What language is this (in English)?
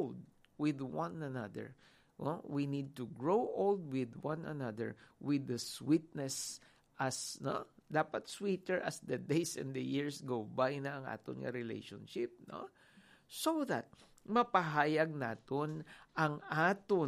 Hiligaynon